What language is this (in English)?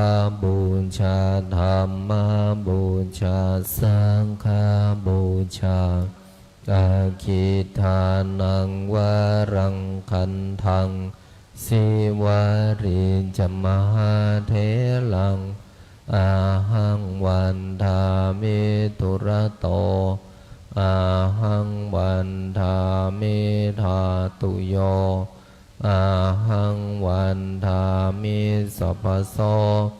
Pali